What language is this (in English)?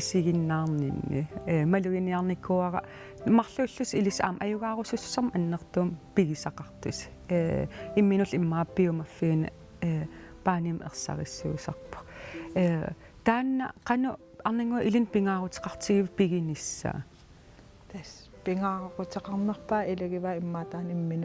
Kalaallisut